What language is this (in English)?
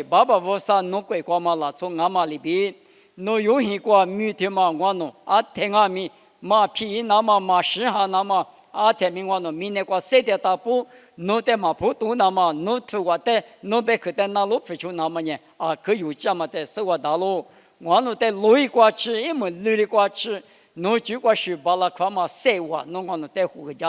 Lisu